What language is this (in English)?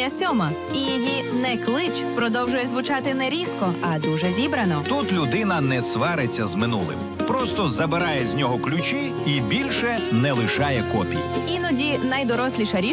Ukrainian